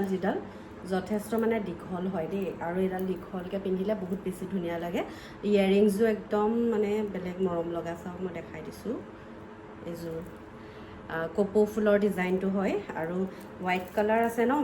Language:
Assamese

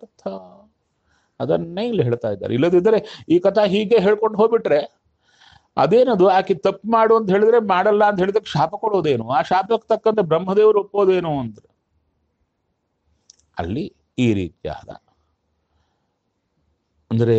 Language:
Kannada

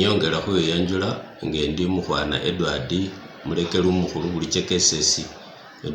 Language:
Masaaba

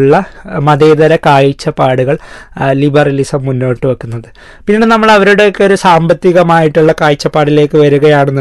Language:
Malayalam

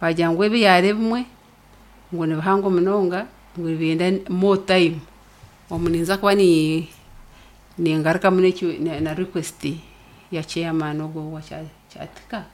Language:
Nyankole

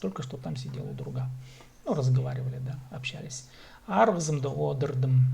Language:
Khakas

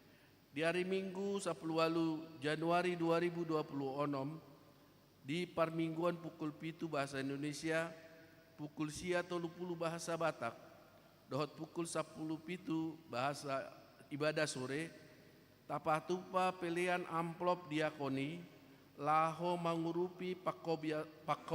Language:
Batak Toba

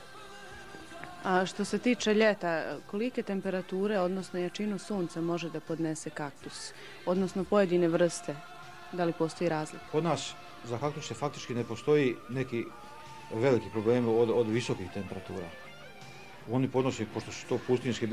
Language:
Croatian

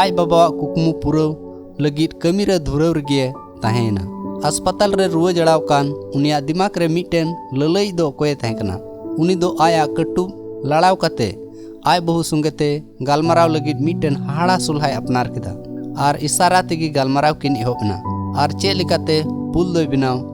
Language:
Santali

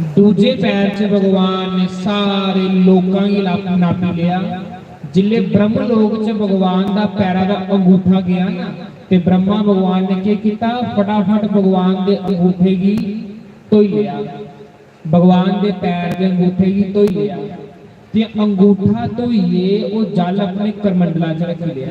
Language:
Dogri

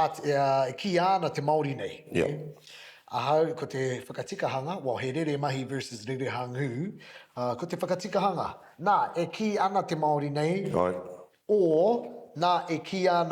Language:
Māori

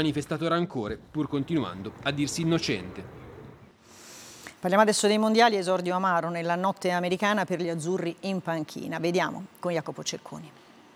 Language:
Italian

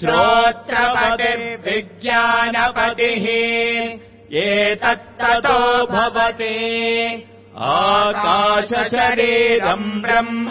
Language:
Sanskrit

